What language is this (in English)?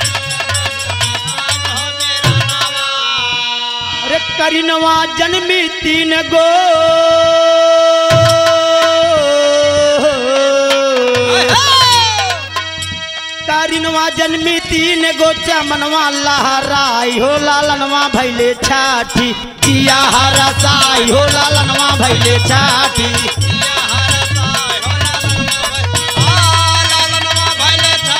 Bhojpuri